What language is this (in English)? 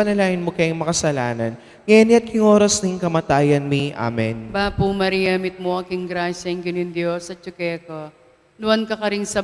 Pampanga